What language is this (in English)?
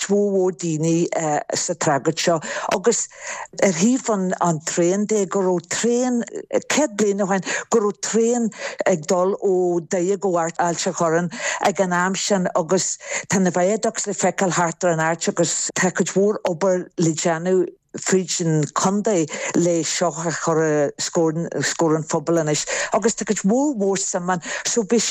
Irish